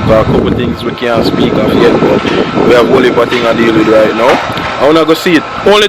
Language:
Jamaican Creole English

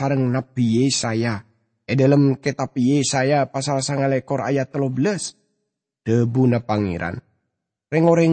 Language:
Madurese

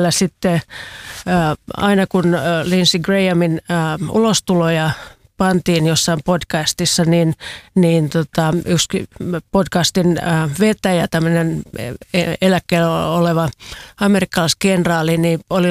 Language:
Finnish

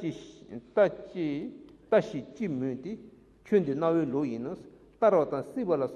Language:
Tibetan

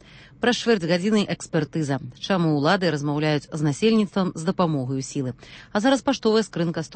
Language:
Belarusian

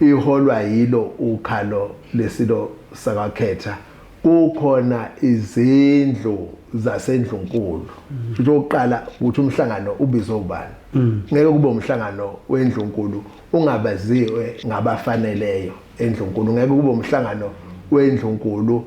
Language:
Zulu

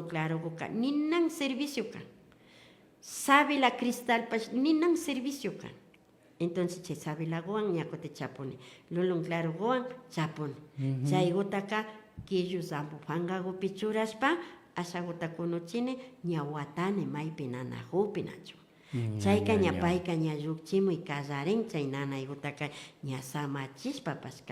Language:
Imbabura Highland Quichua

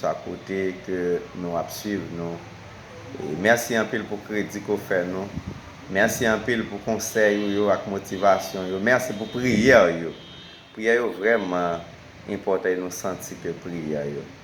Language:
Haitian Creole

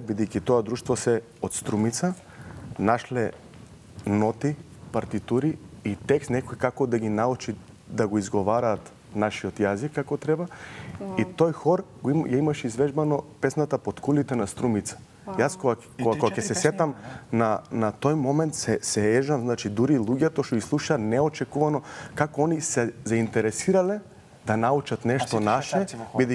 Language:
Macedonian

